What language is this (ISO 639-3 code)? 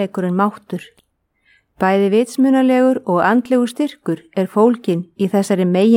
isl